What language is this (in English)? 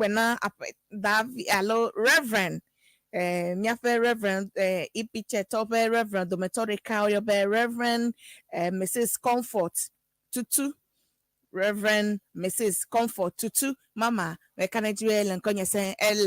Ewe